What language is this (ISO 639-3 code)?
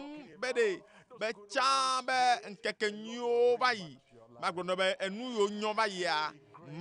ewe